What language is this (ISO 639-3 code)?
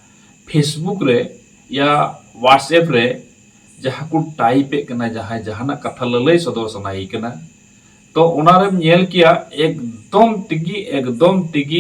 sat